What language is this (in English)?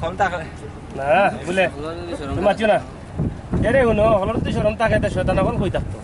Sylheti